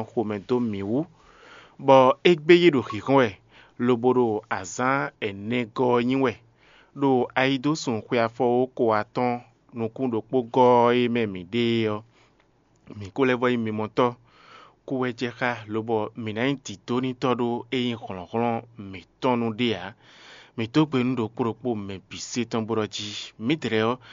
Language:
Fon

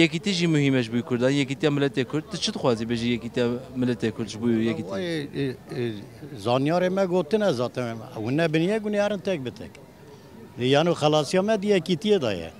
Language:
Kurdish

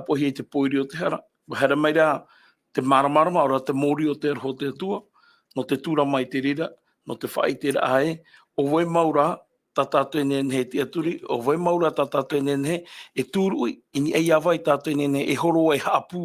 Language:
Tahitian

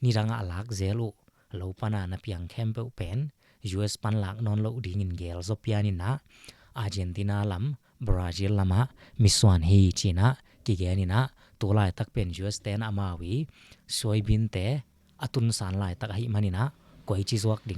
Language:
Tedim Chin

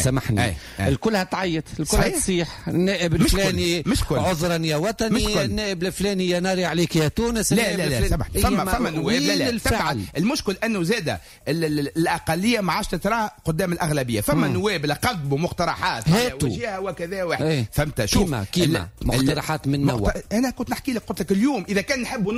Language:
Tunisian Arabic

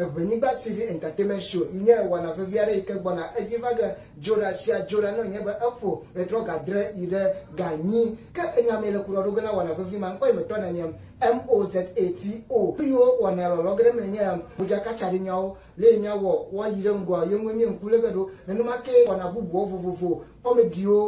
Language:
Ewe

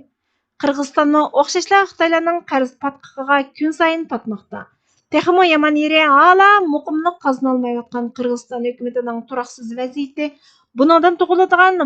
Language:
Uyghur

